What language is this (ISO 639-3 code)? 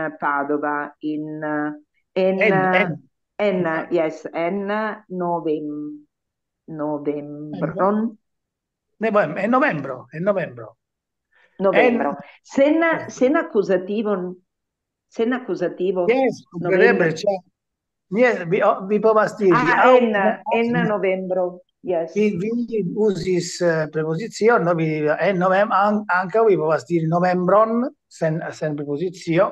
epo